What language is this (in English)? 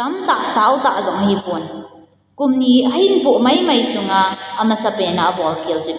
Thado Chin